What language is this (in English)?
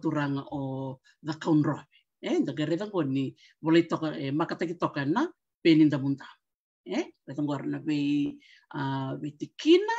Fijian